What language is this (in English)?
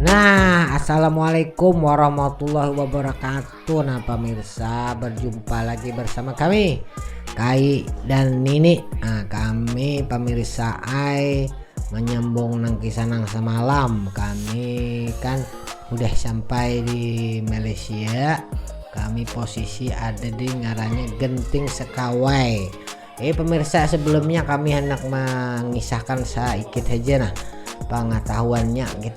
Banjar